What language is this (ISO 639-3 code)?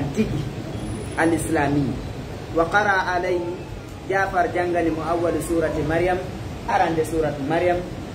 ful